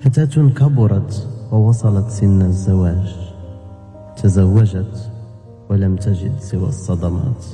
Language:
Moroccan Arabic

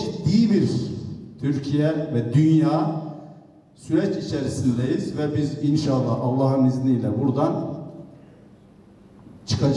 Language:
Turkish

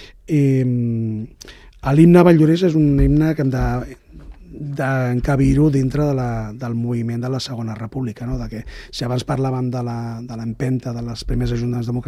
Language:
Catalan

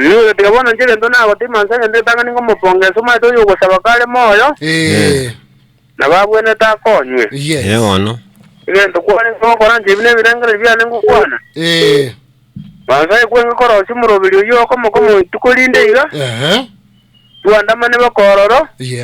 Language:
Gusii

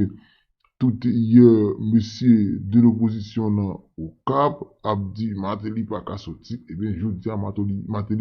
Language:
Haitian Creole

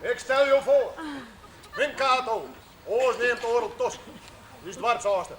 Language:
Western Frisian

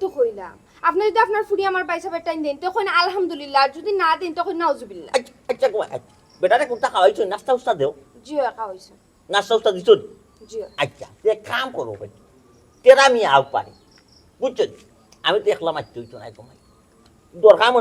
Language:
Sylheti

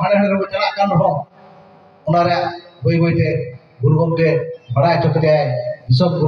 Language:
Santali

